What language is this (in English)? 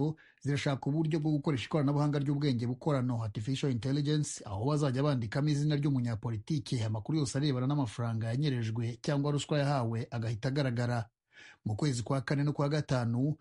Kinyarwanda